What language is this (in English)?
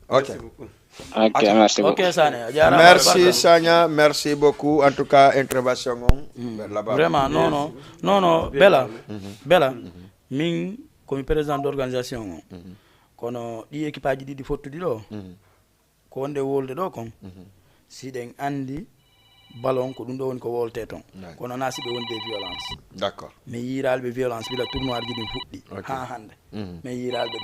Fula